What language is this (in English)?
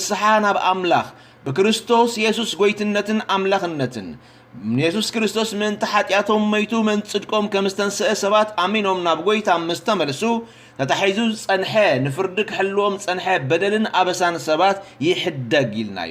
Tigrinya